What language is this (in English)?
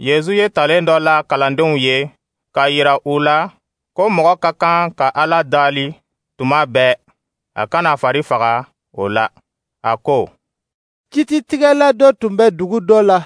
Dyula